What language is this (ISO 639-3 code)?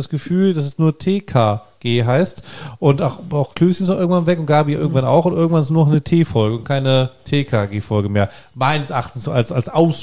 deu